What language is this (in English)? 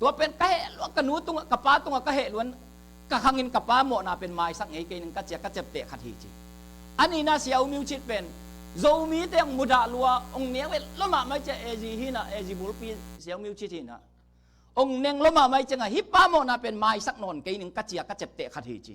Tedim Chin